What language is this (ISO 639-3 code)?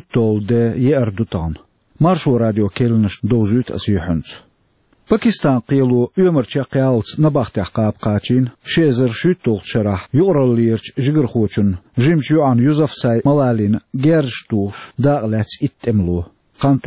che